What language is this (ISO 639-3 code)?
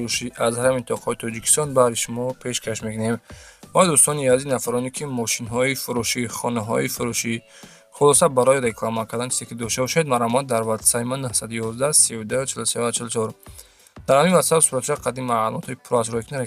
tgk